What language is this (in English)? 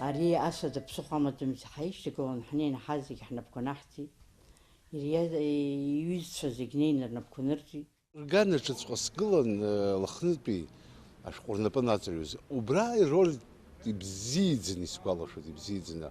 Abkhazian